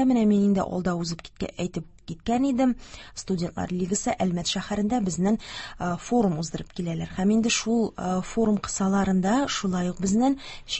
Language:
Tatar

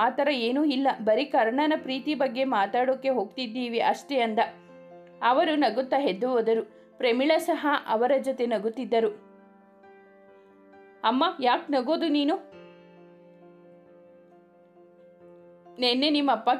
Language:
Kannada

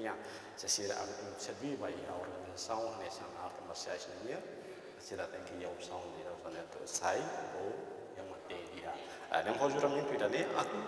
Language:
Tetum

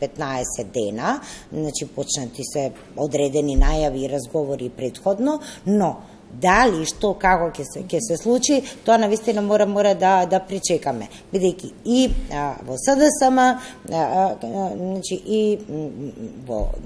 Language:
Macedonian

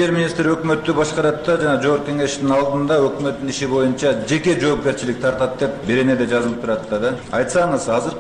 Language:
Kyrgyz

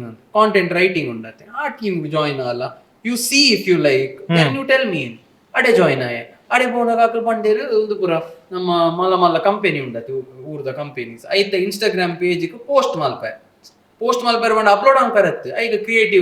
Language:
Tulu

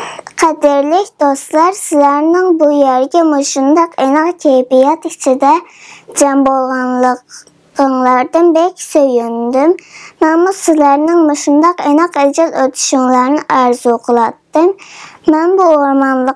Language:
Uyghur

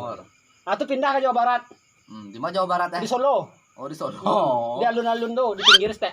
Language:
Minangkabau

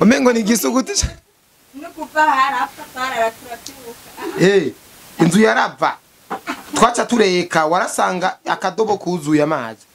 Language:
Rundi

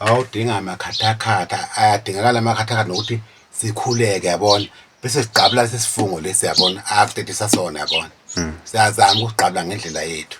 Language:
Zulu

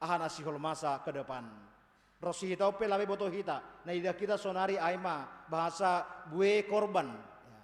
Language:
Batak Simalungun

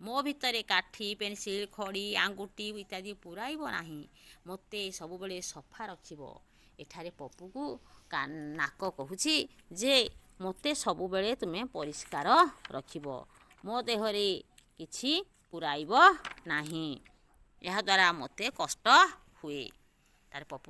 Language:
Odia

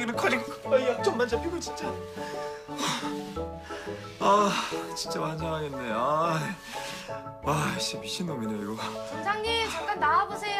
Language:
Korean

